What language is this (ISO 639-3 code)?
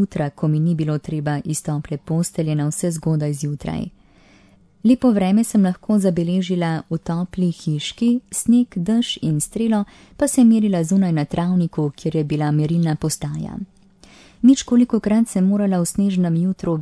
slv